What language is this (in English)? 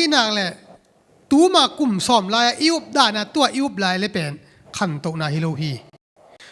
Tedim Chin